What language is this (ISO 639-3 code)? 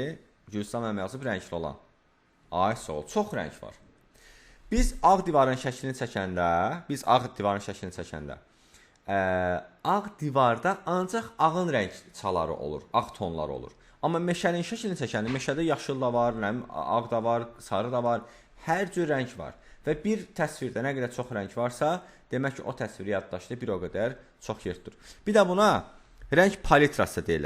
aze